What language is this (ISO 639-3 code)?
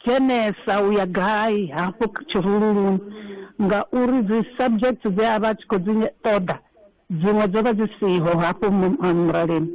ven